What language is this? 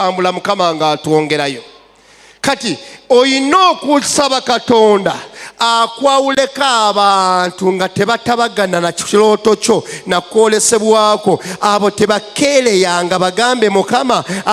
Ganda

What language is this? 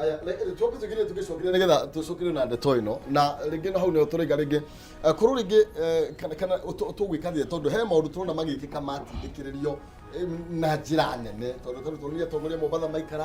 Kikuyu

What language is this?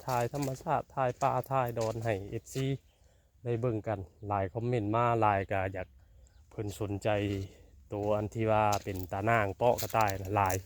Northeastern Thai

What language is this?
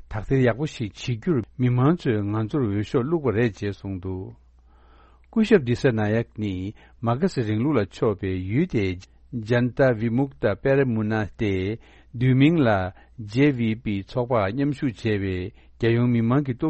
Tibetan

